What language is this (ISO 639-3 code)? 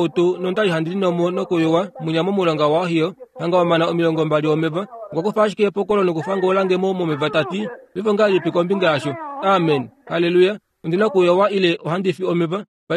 kua